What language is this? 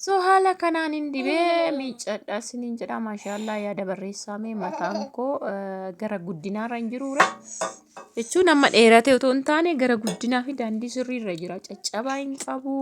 Oromo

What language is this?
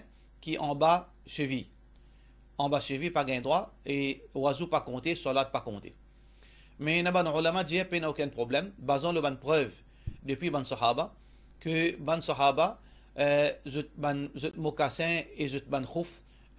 Morisyen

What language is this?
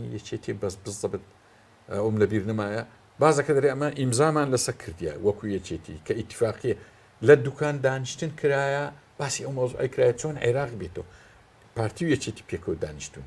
Central Kurdish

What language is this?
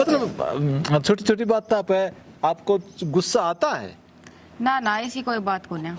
Haryanvi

